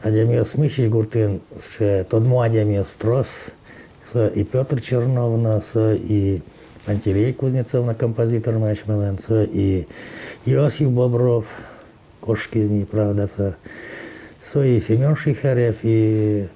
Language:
Udmurt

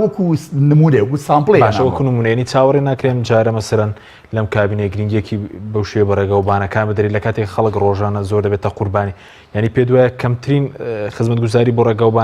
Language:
Central Kurdish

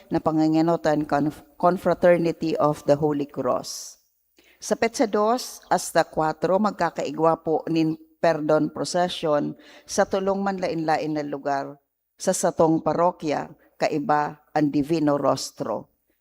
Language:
Bikol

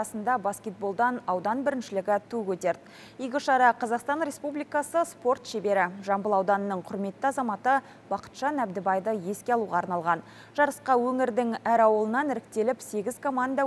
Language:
Kazakh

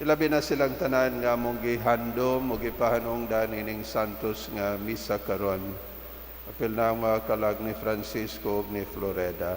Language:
Cebuano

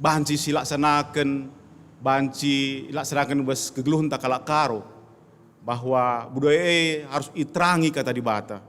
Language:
Batak Karo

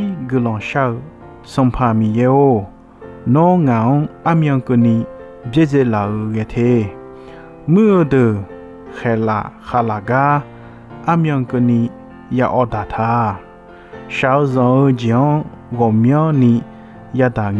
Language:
Akha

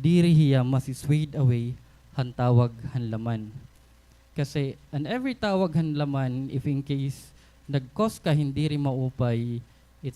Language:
Waray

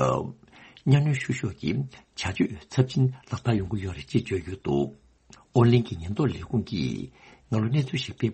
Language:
Tibetan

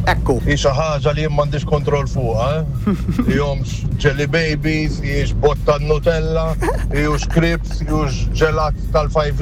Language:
Maltese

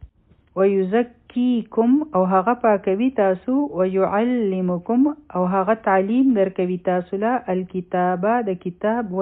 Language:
Pashto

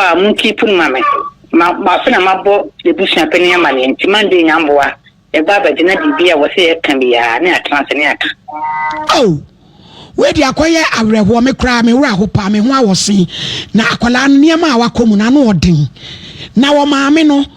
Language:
Akan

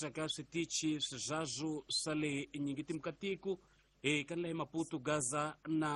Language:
Tsonga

